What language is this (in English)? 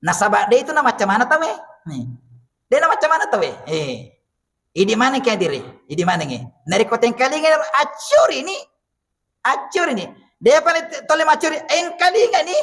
Buginese